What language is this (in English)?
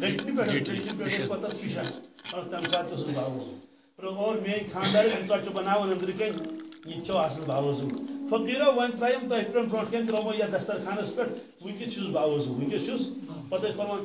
Kashmiri